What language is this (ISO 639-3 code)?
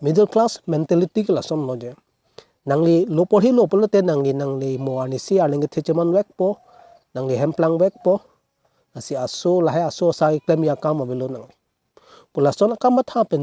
mjw